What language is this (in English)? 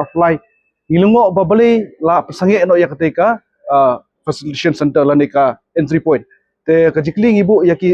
Khasi